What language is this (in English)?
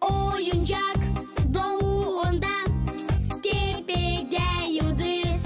Gagauz